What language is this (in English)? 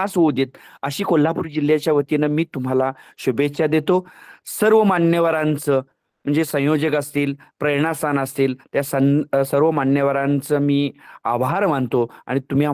Marathi